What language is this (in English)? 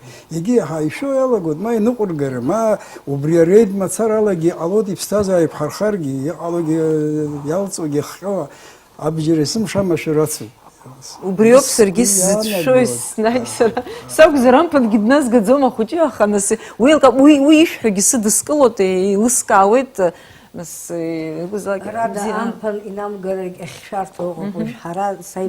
Abkhazian